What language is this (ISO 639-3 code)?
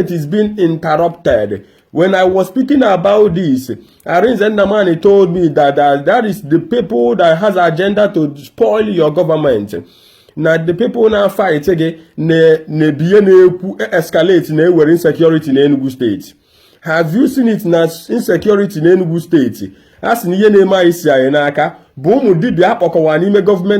ibo